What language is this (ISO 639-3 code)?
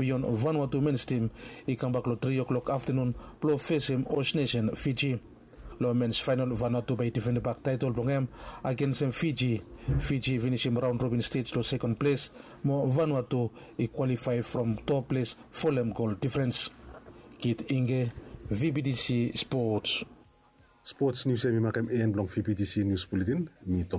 bis